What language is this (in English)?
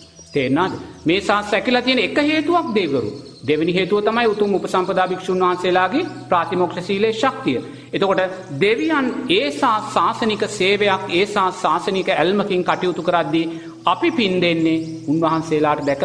Sinhala